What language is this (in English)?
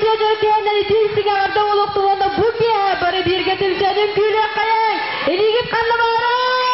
Yakut